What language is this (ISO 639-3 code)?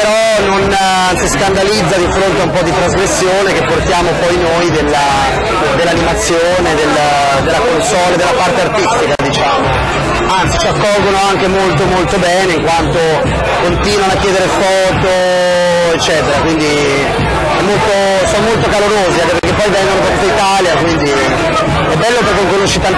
ita